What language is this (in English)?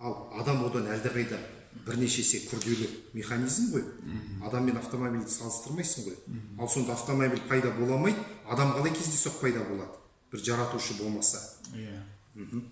Kazakh